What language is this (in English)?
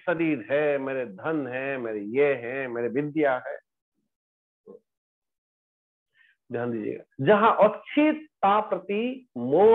Hindi